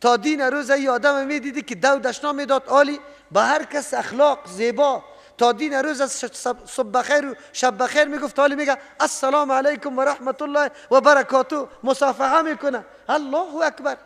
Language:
Persian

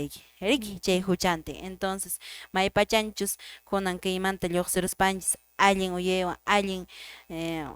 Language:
Quechua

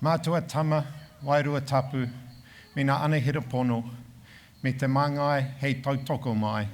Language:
Māori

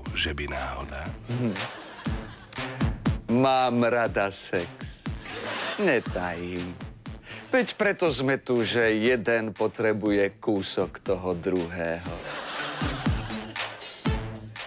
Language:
Slovak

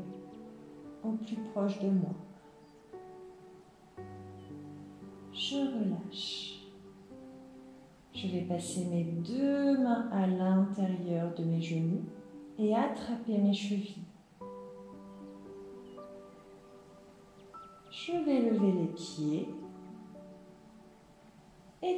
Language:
French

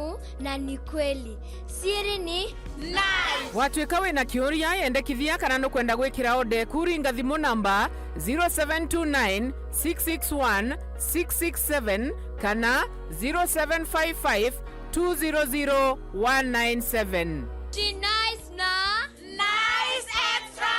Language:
Meru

